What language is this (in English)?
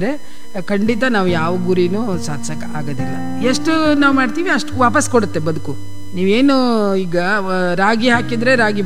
Kannada